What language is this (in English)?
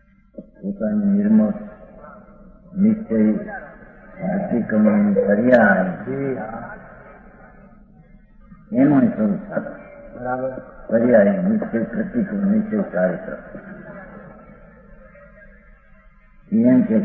Gujarati